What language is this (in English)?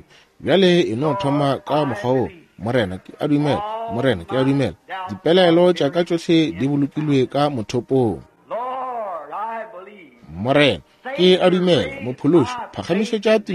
Northern Sotho